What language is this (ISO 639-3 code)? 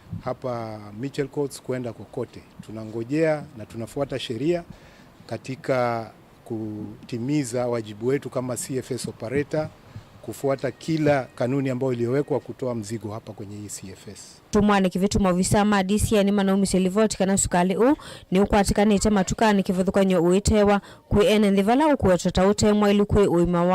kam